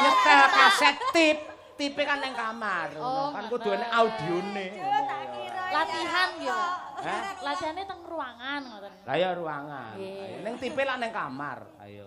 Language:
Javanese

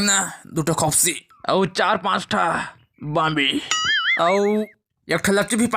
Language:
Chhattisgarhi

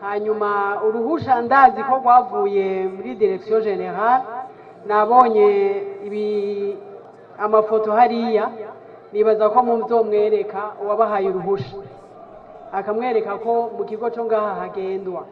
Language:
Rundi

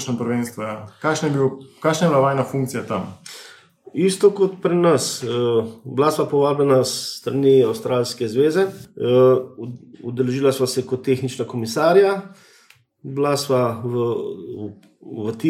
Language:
Slovenian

